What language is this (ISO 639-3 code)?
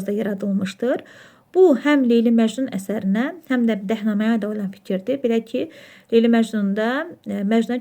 aze